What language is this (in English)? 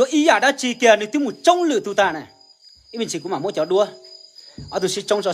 Hmong